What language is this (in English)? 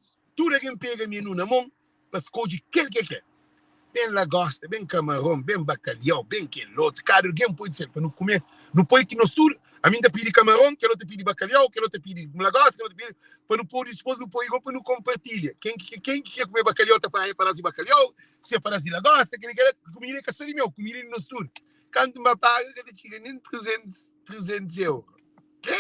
Kabuverdianu